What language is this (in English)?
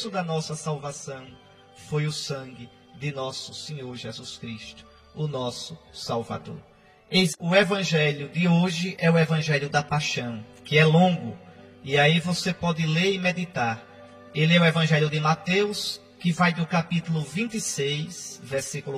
Portuguese